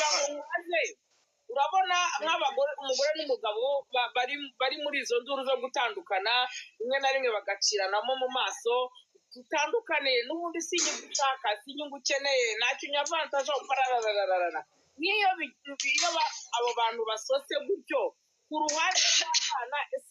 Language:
Kinyarwanda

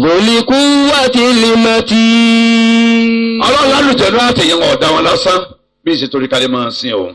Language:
Yoruba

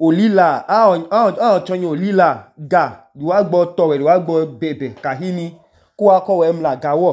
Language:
Idoma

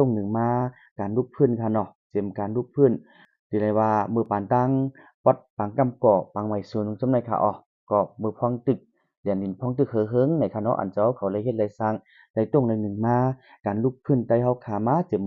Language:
Shan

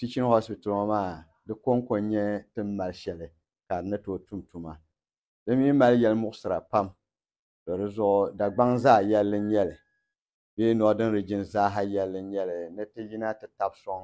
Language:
Dagbani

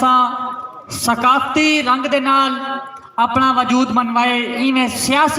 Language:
Saraiki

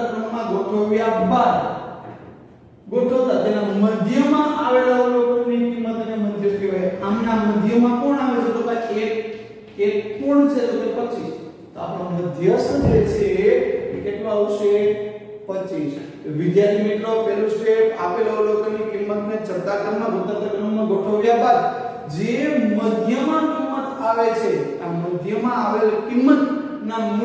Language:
Gujarati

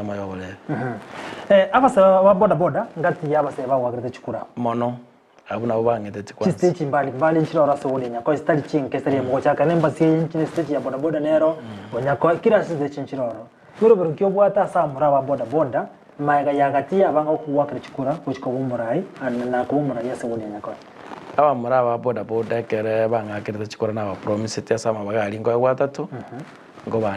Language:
Gusii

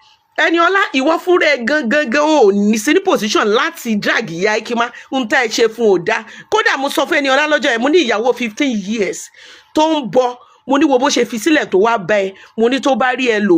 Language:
Yoruba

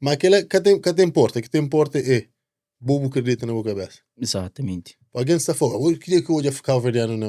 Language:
Kabuverdianu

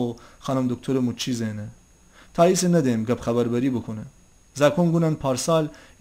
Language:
Gilaki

